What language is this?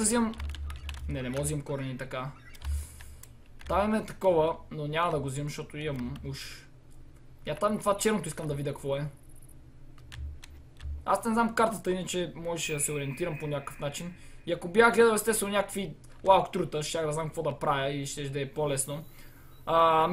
Bulgarian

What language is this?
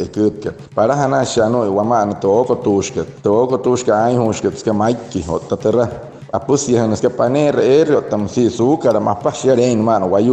Wayuu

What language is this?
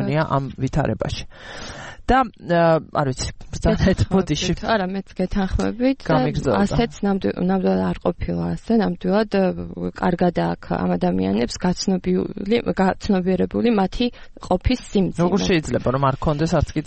Georgian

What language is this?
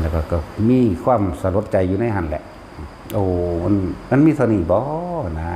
Northeastern Thai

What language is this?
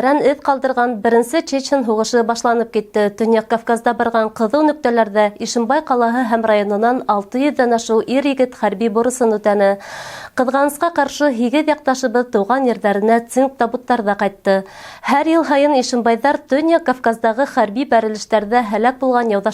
Bashkir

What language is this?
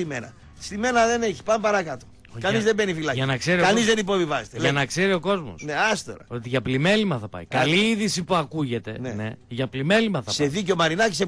Greek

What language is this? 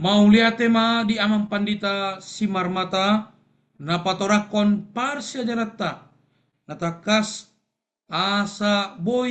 Batak Toba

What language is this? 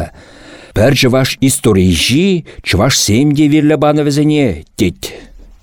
Chuvash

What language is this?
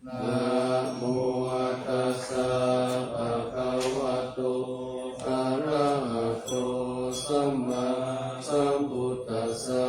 Pali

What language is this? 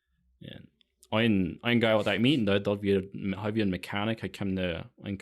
Plautdietsch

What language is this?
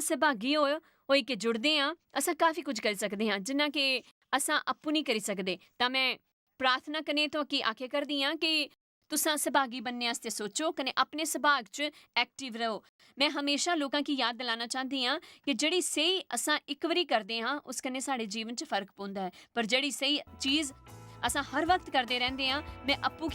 Dogri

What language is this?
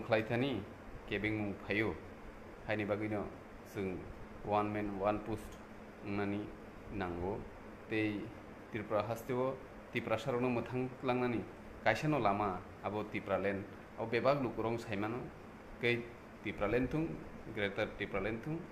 Kok Borok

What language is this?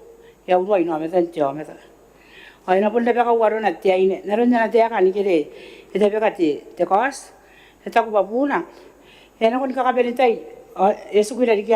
Gilbertese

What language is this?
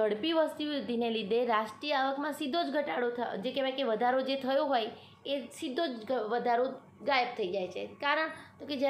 Gujarati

